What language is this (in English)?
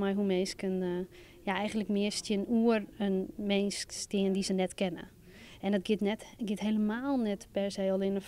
Western Frisian